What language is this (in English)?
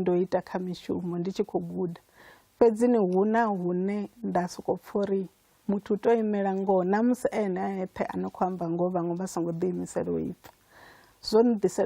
Venda